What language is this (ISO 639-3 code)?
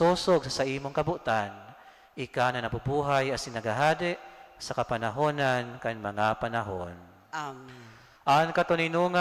bik